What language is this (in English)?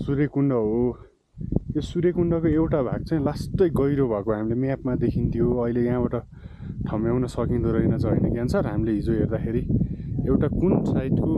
Nepali